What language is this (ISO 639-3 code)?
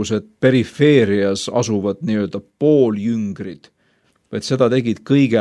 est